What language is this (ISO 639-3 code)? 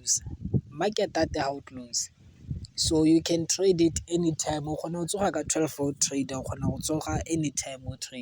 tsn